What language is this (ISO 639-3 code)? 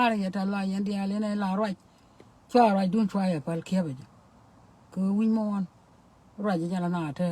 nus